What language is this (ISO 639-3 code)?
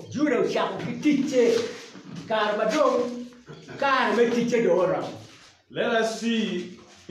ach